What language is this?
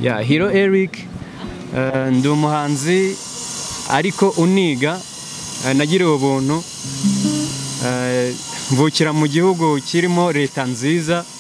Kinyarwanda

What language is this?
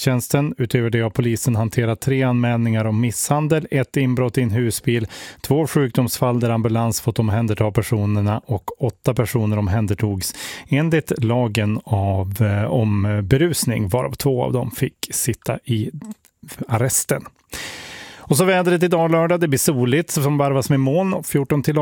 Swedish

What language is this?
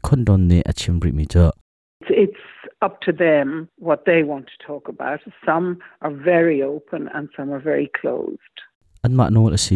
Hakha Chin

